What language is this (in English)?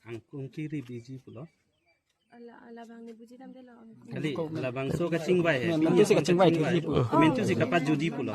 Karbi